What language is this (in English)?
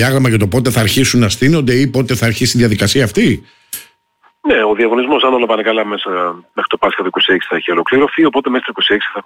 Greek